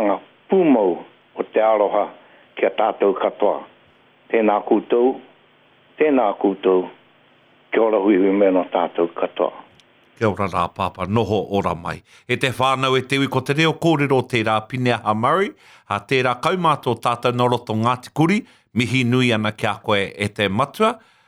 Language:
Māori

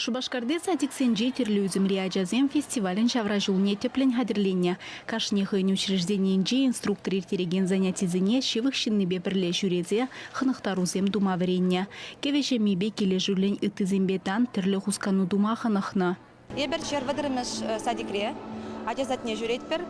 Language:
Chuvash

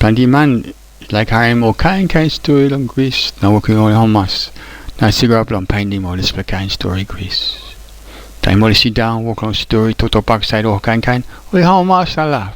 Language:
Tok Pisin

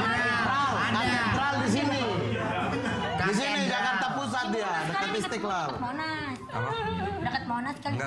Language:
Indonesian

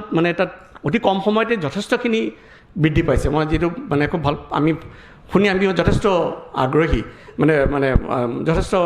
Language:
Assamese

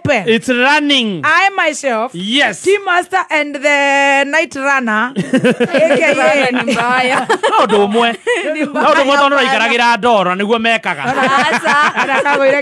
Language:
Kikuyu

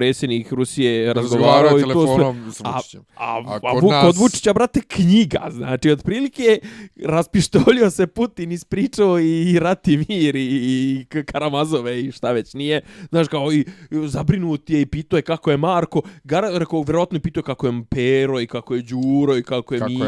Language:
Bosnian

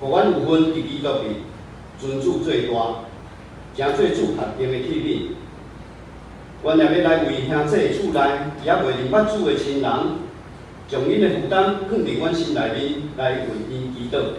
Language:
Min Nan Chinese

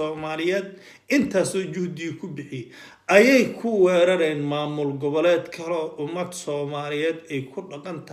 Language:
Somali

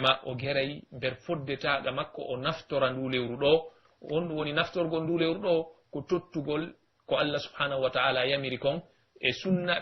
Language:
Pular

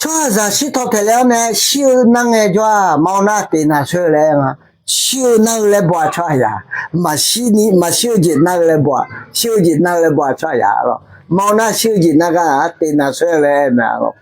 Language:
Akha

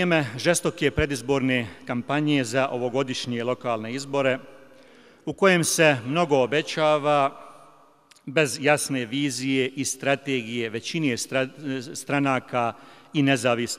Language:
Bosnian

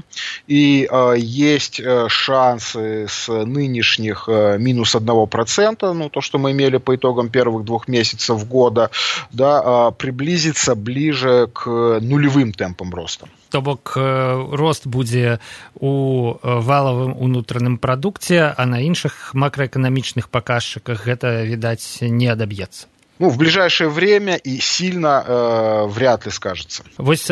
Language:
Belarusian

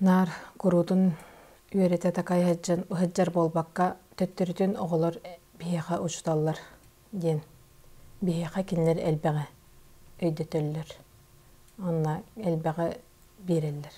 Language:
Yakut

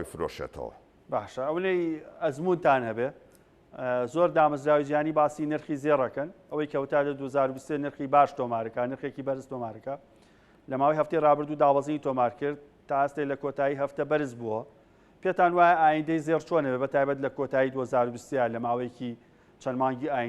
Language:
Central Kurdish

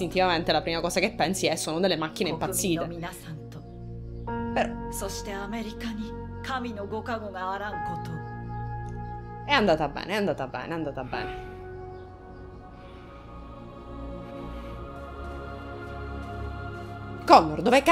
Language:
Italian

